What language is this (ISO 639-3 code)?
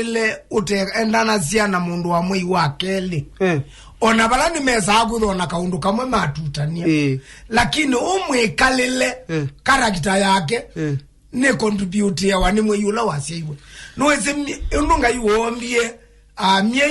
kam